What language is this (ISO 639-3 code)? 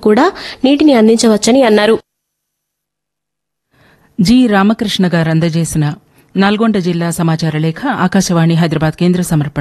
tel